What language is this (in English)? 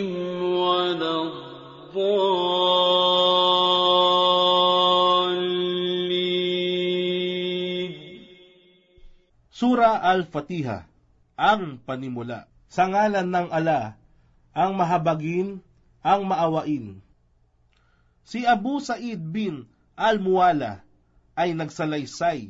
Filipino